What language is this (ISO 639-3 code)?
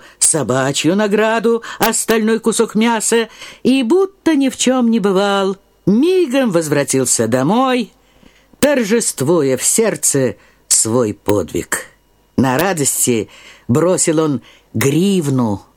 rus